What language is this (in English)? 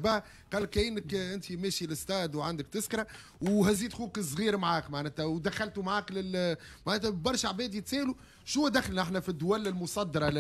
Tunisian Arabic